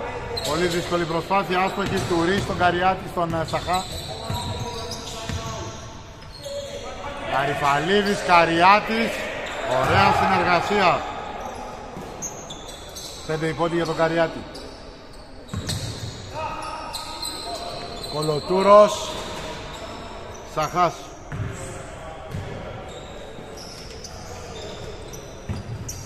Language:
Greek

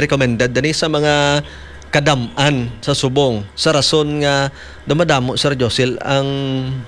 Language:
Hiligaynon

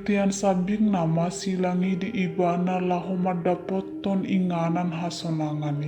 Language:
Batak Toba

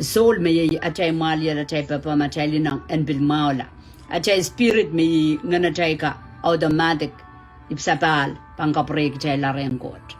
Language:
Pohnpeian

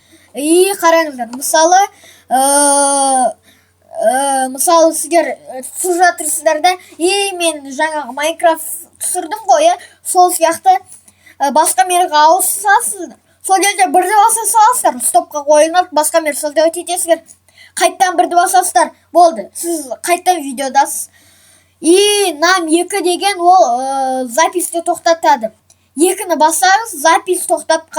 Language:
Kazakh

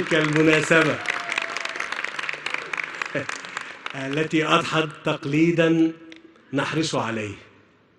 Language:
Arabic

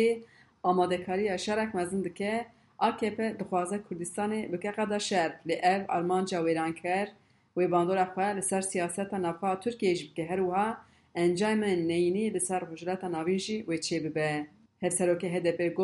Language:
Kurdish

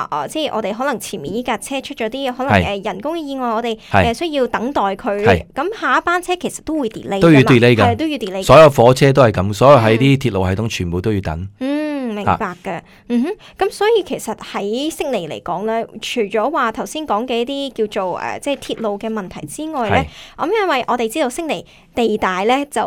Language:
Cantonese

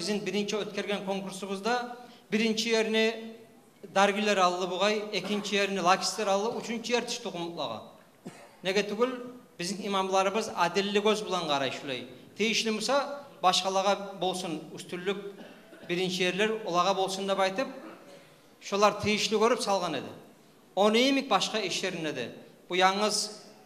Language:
Kumyk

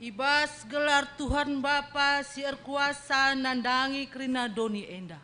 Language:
Batak Karo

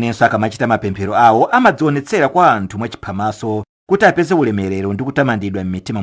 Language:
Nyanja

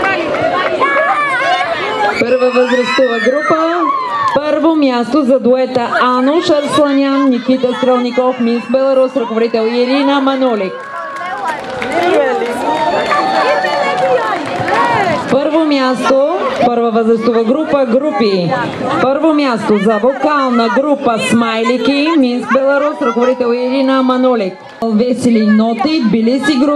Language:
Bulgarian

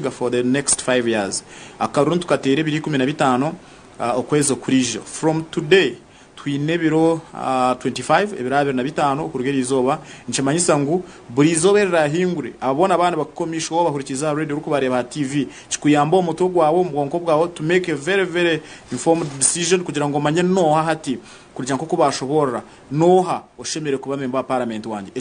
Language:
Nyankole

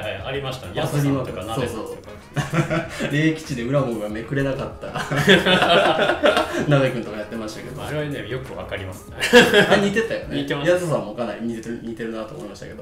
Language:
Japanese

